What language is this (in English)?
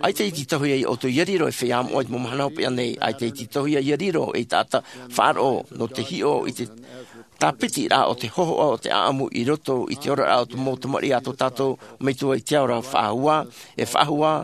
Tahitian